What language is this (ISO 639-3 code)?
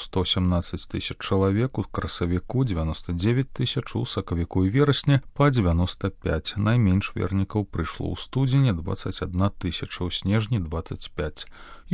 bel